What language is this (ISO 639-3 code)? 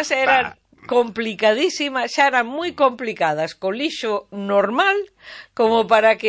glg